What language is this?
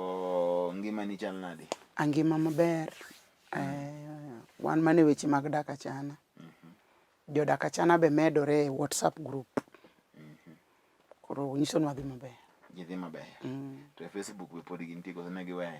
Luo (Kenya and Tanzania)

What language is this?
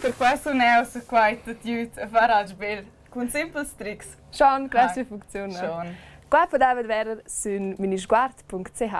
Romansh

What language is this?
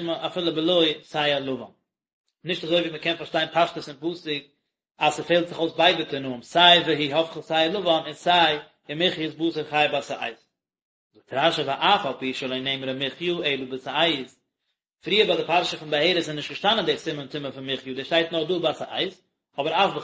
Yiddish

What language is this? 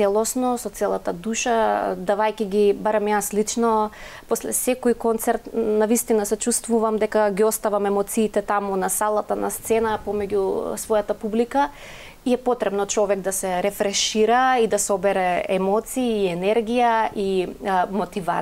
Macedonian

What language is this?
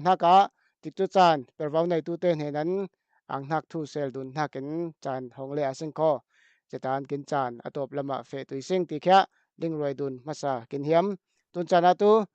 Falam Chin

